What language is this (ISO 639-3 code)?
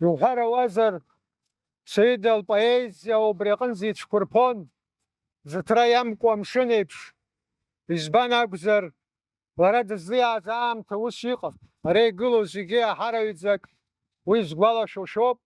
abk